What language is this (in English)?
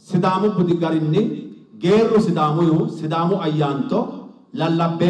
Sidamo